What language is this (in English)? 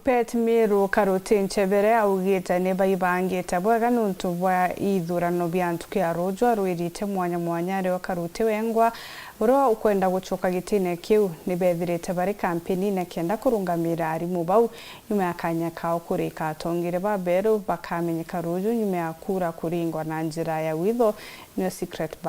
Meru